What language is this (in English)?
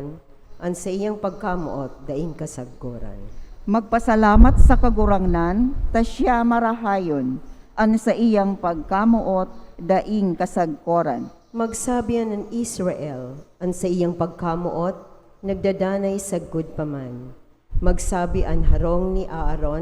Bikol